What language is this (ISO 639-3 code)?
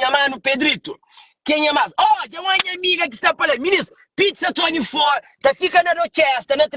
kea